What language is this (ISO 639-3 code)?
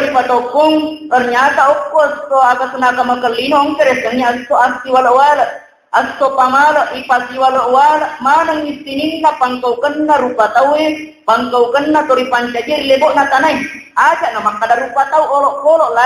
bug